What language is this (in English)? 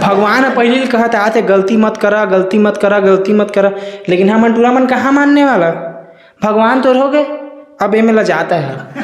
Chhattisgarhi